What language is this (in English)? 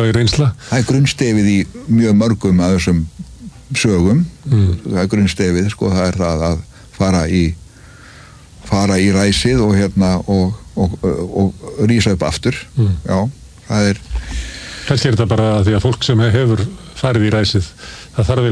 Icelandic